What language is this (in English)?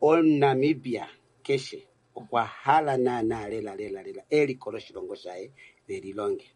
Kuanyama